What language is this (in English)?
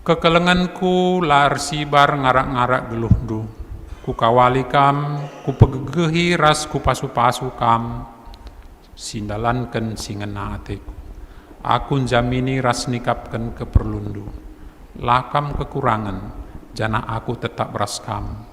Batak Karo